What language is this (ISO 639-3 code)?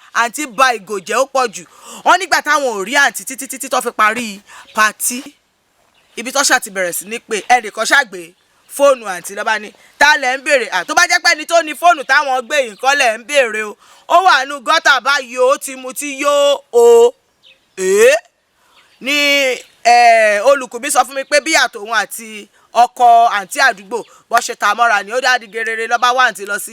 yor